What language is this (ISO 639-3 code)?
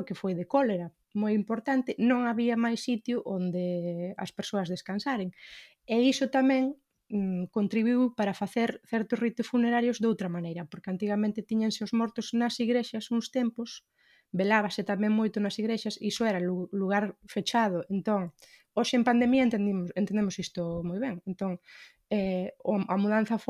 glg